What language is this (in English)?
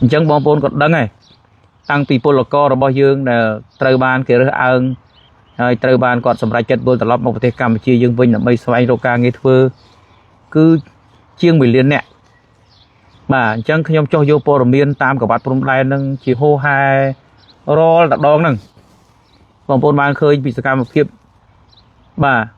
Khmer